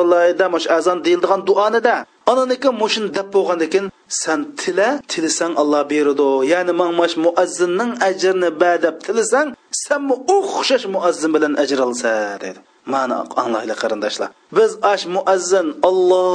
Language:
Uyghur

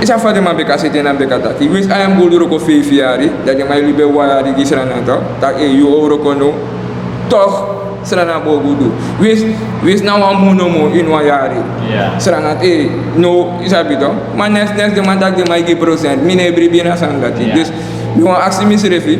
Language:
Sranan Tongo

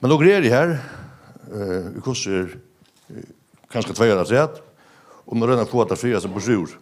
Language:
Faroese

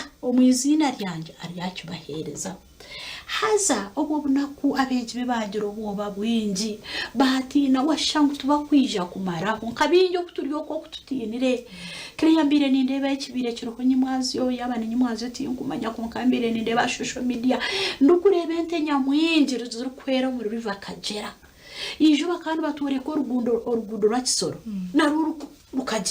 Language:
Nyankole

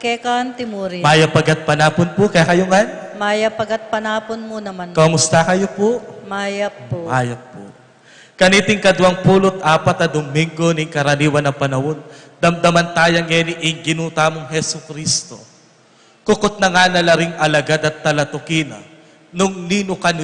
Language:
Pampanga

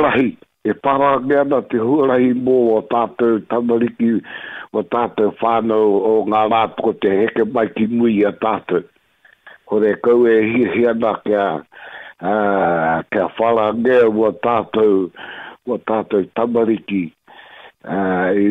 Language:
Māori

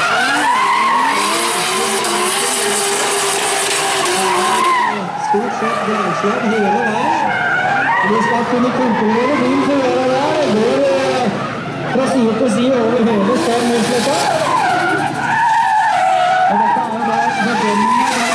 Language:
Norwegian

